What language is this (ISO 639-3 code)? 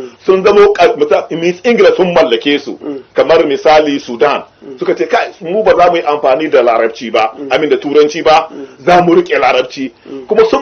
hau